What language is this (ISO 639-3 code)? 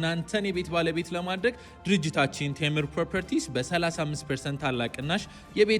amh